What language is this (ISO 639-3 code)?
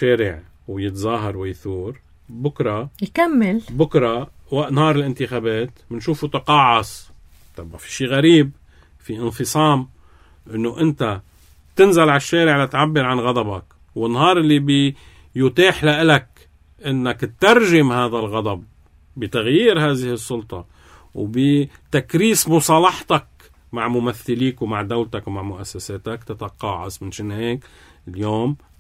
apc